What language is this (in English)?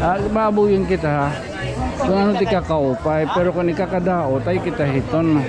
Waray